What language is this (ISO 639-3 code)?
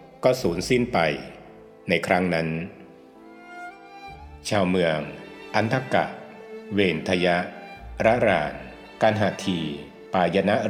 tha